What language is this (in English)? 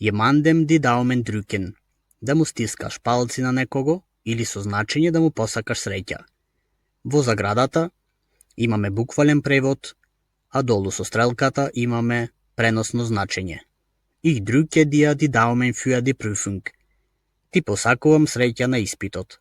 Macedonian